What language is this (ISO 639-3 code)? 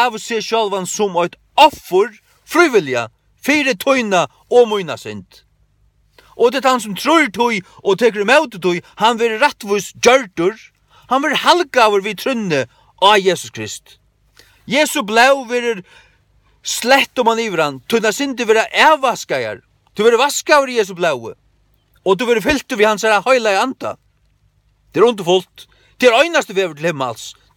fao